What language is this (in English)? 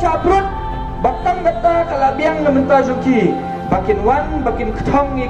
Khasi